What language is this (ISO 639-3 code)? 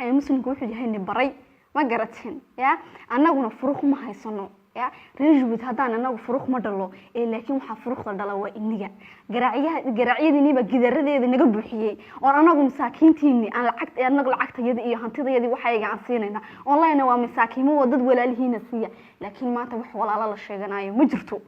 som